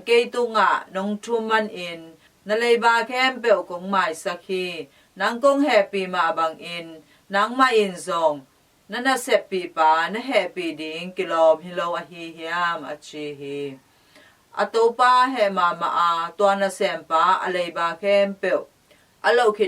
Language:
Tedim Chin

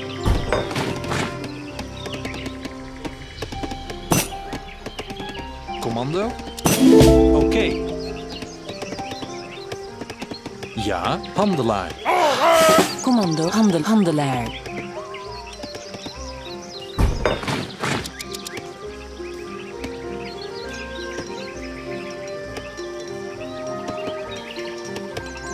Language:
Dutch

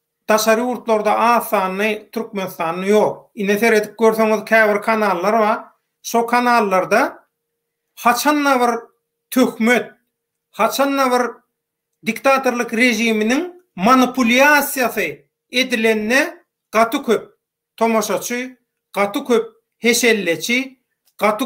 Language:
Turkmen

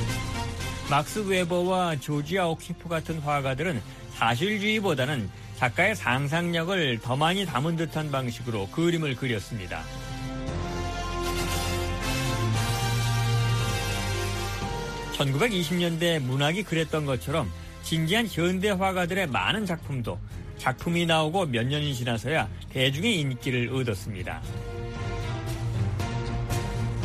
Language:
Korean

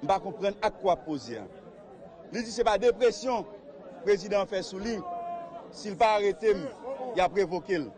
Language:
Haitian Creole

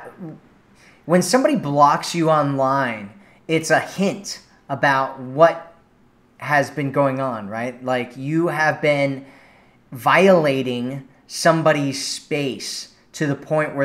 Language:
English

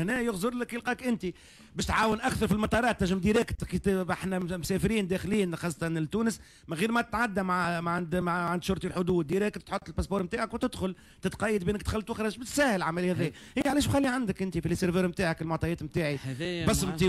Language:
Tunisian Arabic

